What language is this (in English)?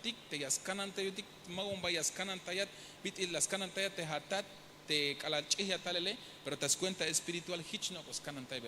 Tzeltal